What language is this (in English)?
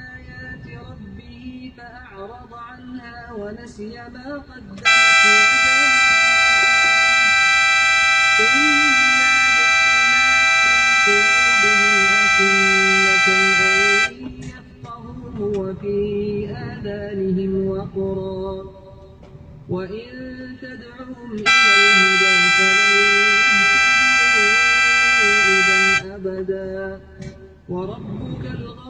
Malay